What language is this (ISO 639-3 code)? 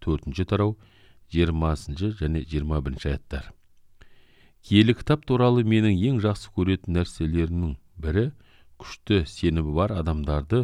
kaz